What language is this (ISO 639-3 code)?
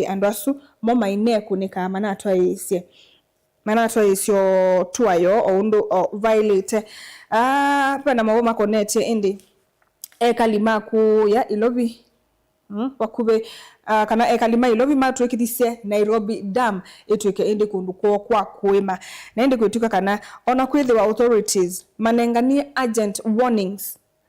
kam